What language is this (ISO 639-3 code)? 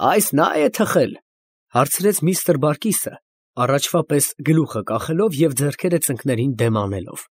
hye